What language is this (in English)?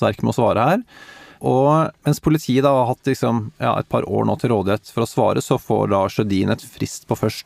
Norwegian